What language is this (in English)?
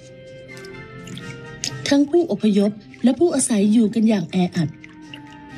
Thai